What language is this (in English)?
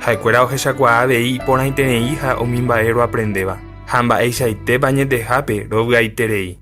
Guarani